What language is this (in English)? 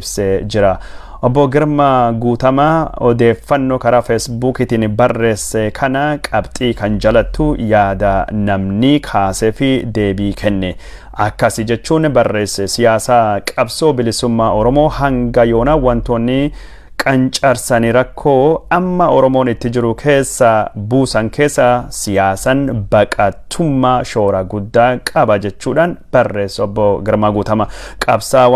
Oromo